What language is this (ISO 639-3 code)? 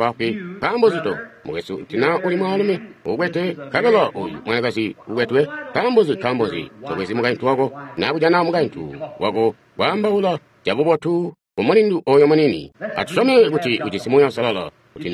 toi